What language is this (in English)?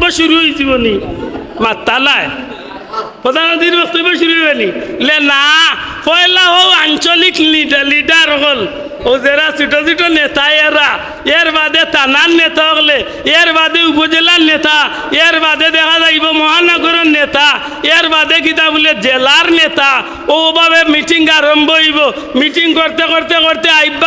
Sylheti